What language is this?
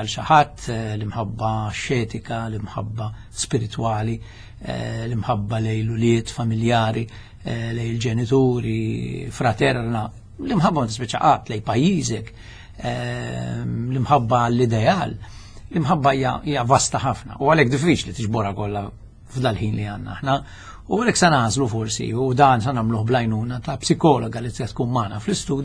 Maltese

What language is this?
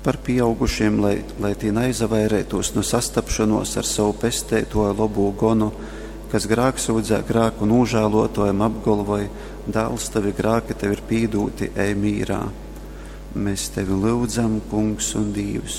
Latgalian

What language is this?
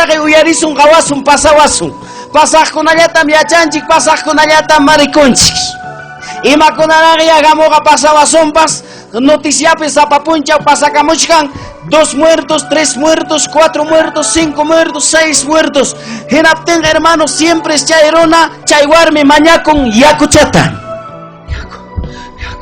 Ayacucho Quechua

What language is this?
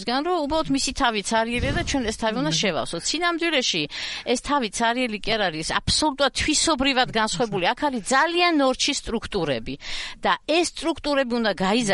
Georgian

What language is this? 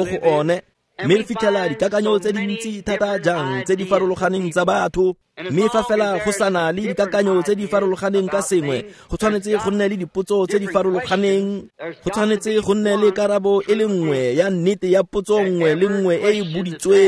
Tswana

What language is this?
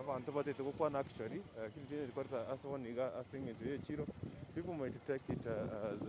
Gusii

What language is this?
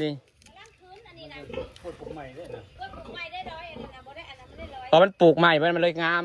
Northeastern Thai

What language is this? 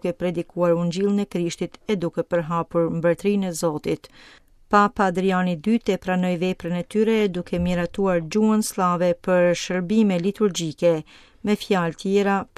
Albanian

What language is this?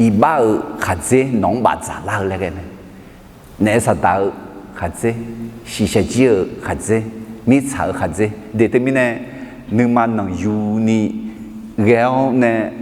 Akha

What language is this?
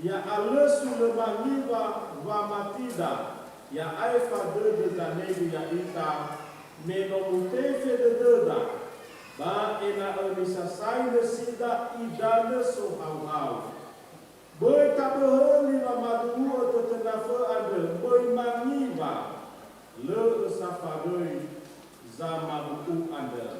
Nias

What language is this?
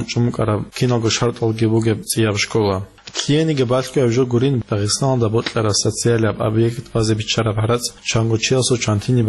Avaric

